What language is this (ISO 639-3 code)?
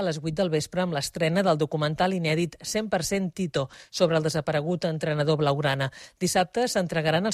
cat